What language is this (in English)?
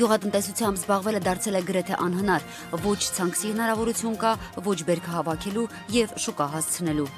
Armenian